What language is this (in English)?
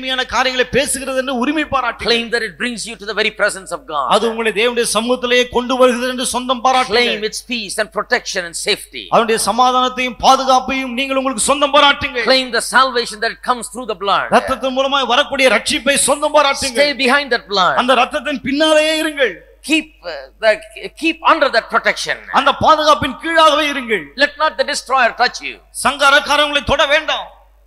Tamil